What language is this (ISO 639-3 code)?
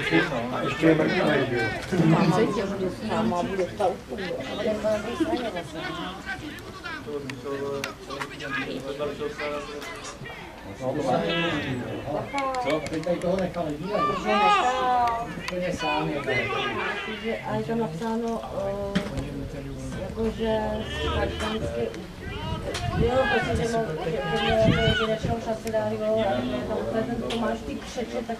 ces